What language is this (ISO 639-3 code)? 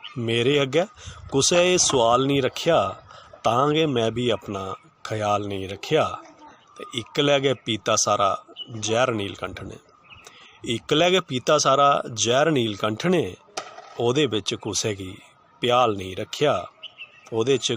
doi